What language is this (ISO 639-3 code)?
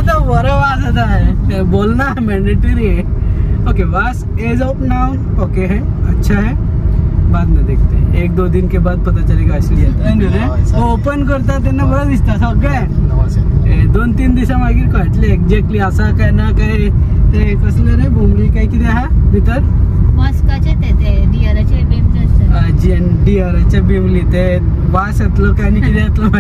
kok